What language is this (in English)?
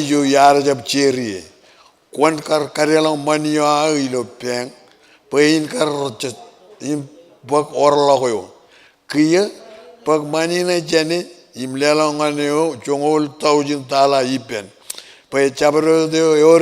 Marshallese